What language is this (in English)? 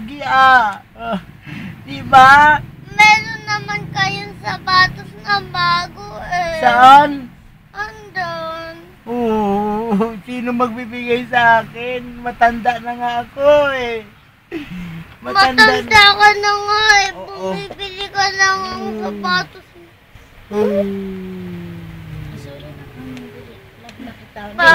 Filipino